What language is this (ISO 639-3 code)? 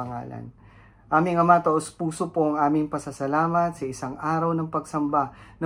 fil